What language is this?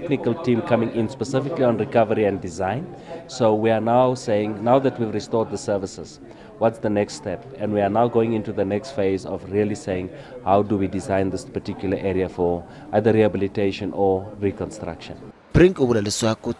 Tsonga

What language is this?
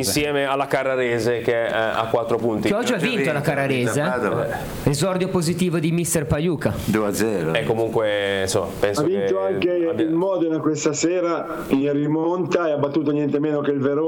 Italian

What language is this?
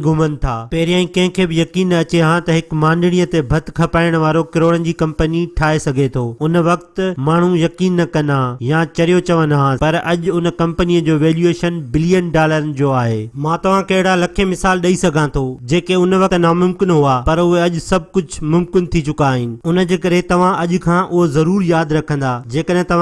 Sindhi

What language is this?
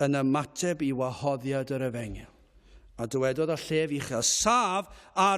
Welsh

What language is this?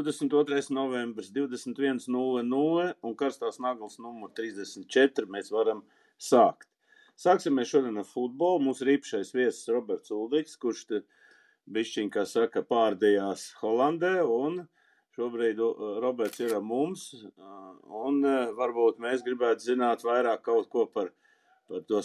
Latvian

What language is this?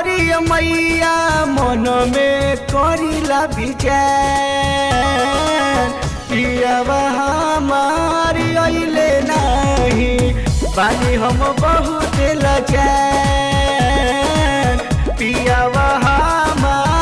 Bhojpuri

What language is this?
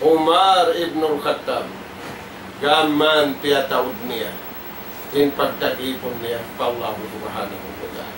Tausug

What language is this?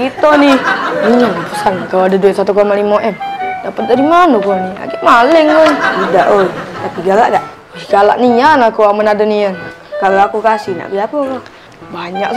Musi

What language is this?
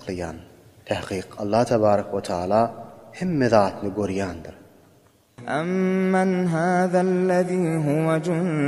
Turkmen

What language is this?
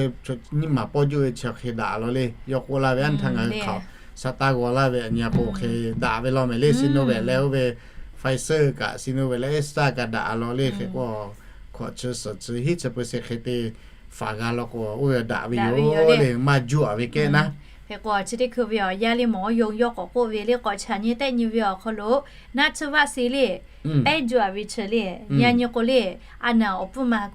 Lahu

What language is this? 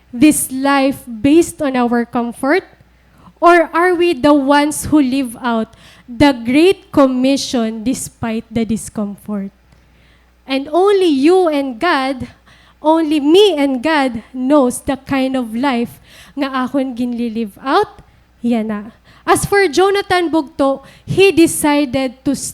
Waray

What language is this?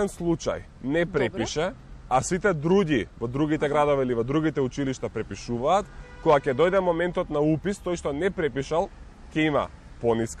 Macedonian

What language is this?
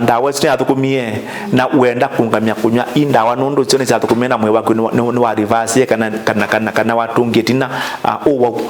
Kamba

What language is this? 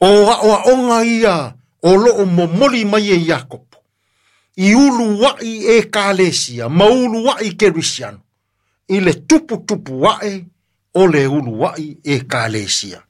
Samoan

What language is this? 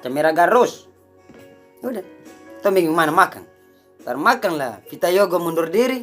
Ambonese Malay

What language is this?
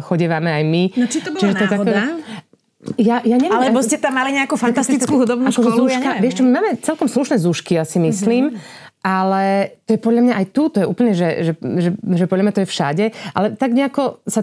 Slovak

